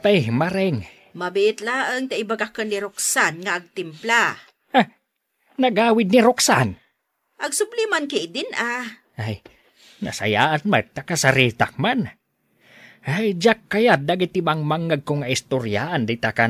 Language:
Iloko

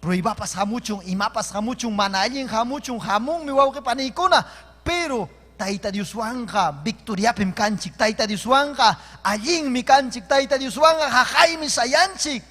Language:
Ayacucho Quechua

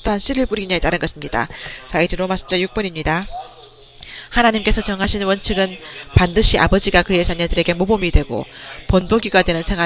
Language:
Korean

